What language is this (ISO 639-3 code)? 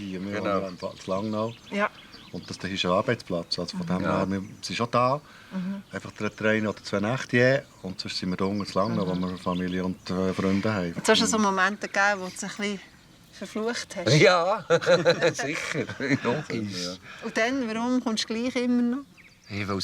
gsw